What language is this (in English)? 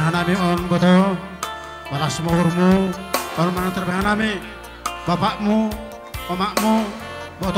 Batak Simalungun